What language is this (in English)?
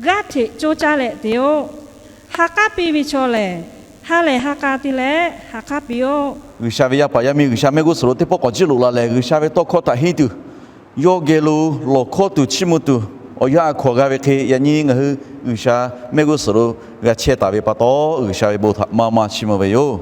Lahu